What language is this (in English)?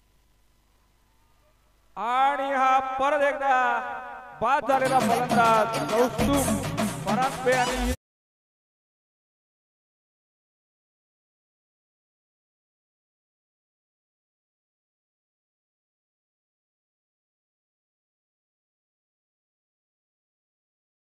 Marathi